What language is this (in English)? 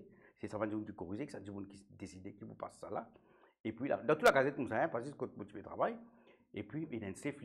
Morisyen